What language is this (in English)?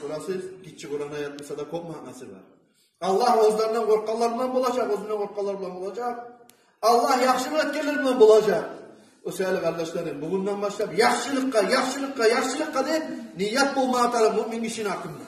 Kumyk